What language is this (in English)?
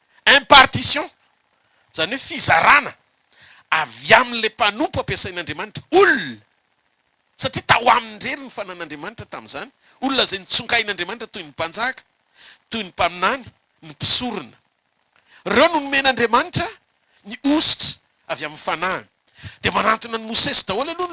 Malagasy